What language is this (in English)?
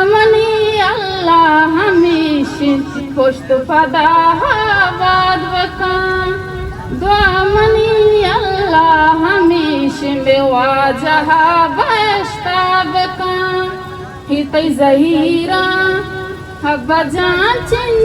Baluchi